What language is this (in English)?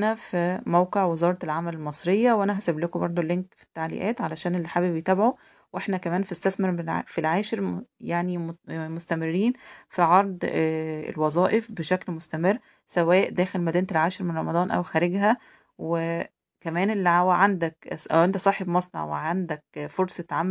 Egyptian Arabic